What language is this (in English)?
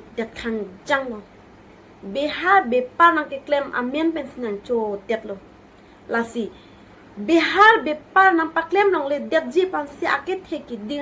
Karbi